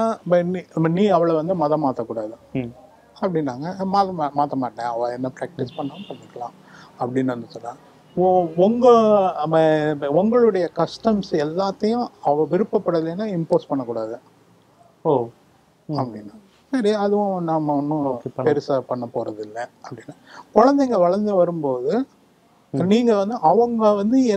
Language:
Tamil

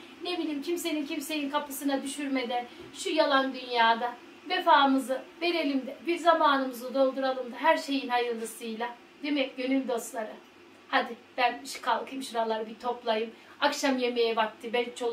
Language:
Turkish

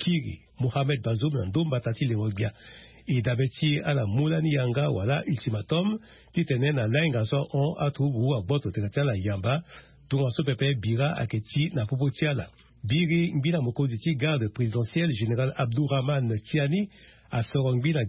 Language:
Sango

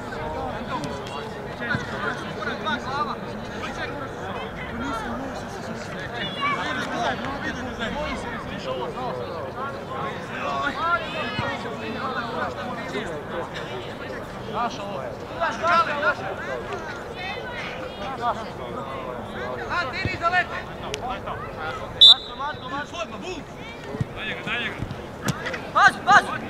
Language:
Croatian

